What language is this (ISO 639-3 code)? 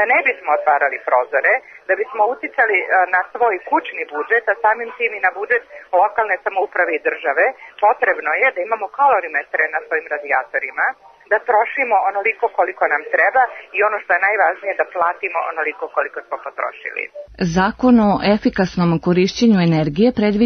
srp